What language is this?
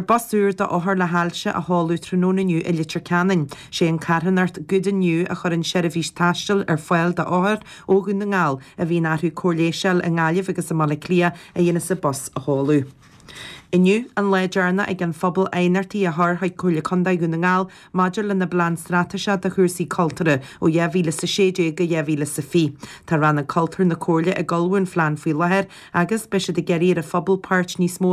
Irish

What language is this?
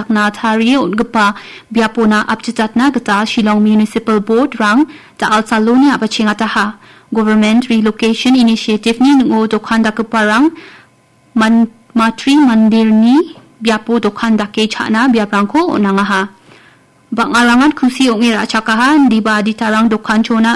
Garo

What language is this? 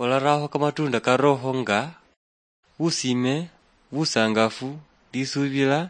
Luyia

